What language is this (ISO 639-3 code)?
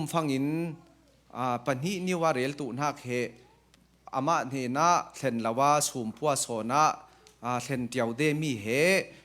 cfm